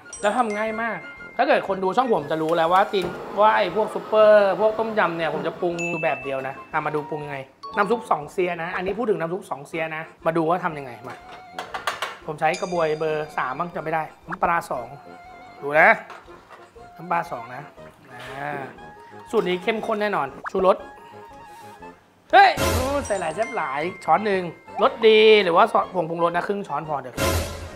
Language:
Thai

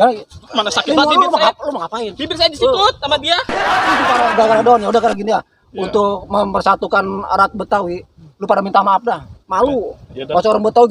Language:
Betawi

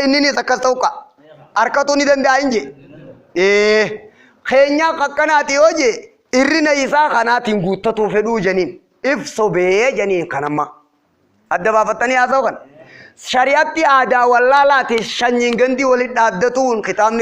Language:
Oromo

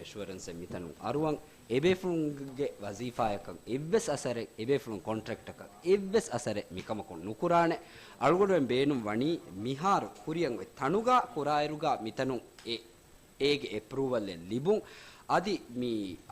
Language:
Divehi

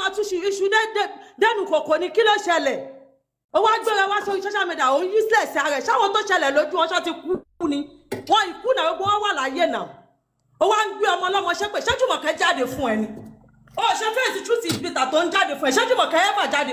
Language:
Yoruba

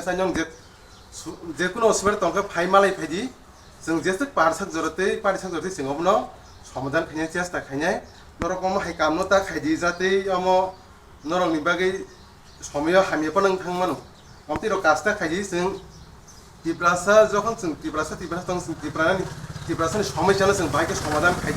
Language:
Kok Borok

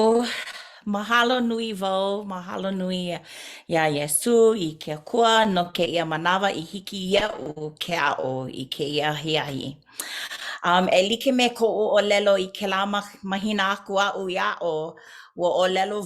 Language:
Hawaiian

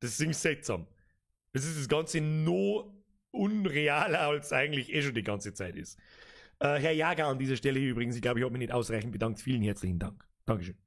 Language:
Bavarian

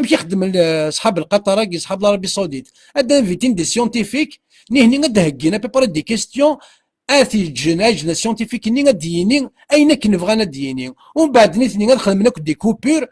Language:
Kabyle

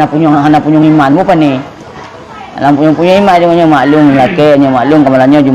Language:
Achinese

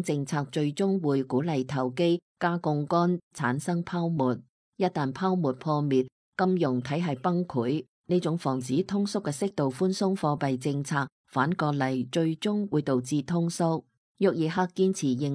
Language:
Cantonese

